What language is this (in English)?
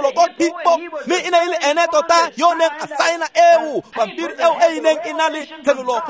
Tswana